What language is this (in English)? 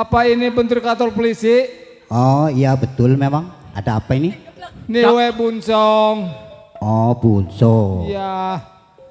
Betawi